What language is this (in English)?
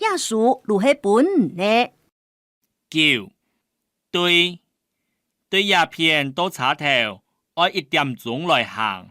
Hakka Chinese